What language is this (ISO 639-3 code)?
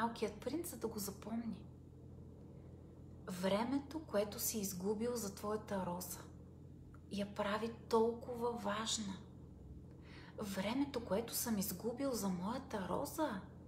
bul